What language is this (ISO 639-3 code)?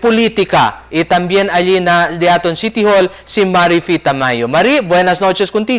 cbk